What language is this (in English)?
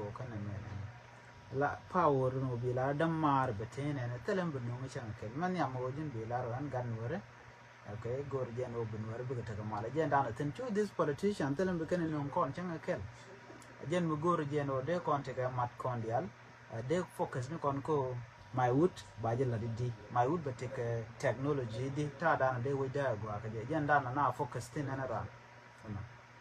Nuer